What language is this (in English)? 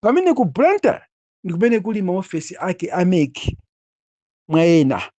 Nyanja